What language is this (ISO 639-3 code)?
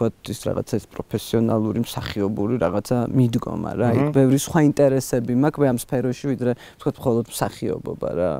kat